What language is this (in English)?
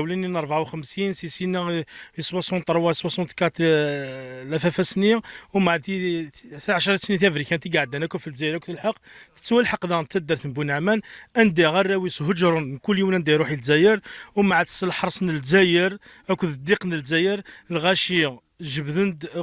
Kabyle